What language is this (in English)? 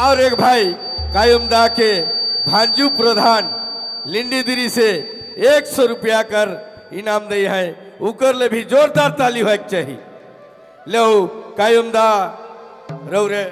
Sadri